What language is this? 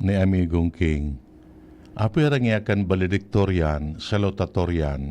Bikol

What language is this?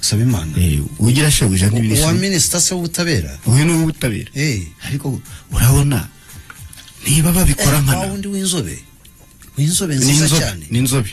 Kinyarwanda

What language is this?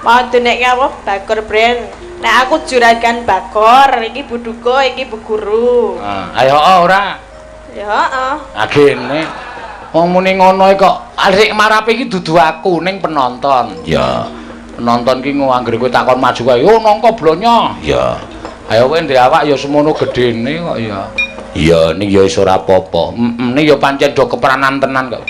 Javanese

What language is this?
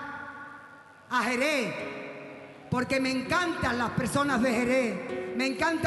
Spanish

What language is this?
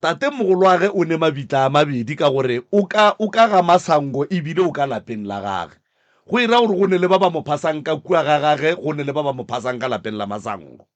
Northern Sotho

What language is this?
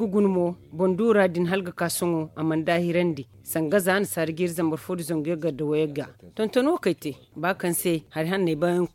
Zarma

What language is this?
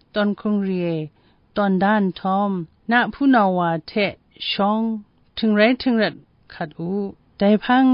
Kachin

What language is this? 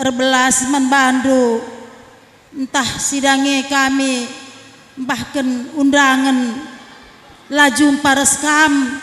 Batak Karo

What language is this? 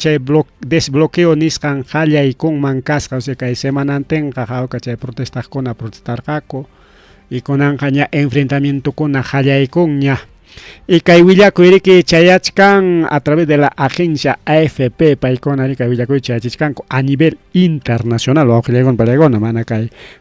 Ayacucho Quechua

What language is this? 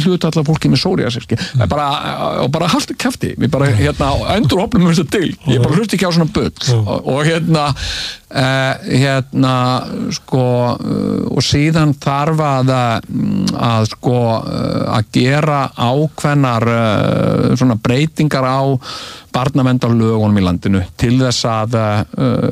Icelandic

